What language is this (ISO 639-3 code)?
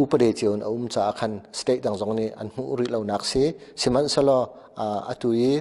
cnh